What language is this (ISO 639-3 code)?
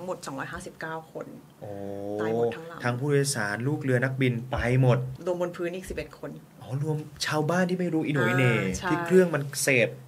tha